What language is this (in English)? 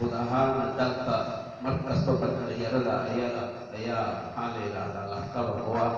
Somali